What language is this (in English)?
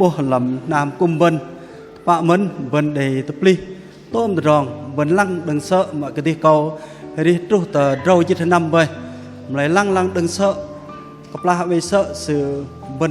Bahnar